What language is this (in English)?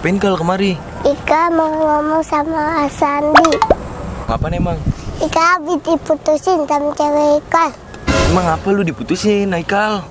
Betawi